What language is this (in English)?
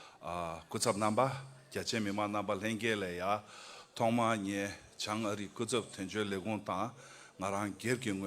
Tibetan